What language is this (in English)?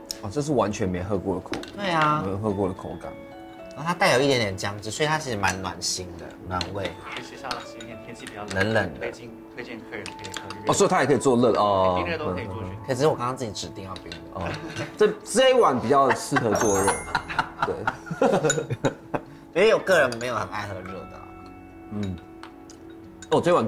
Chinese